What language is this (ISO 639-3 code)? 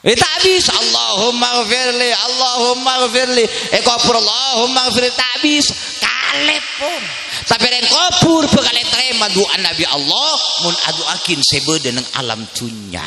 mad